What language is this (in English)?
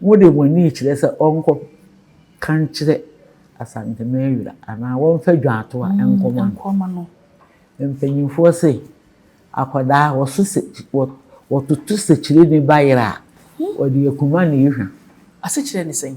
Akan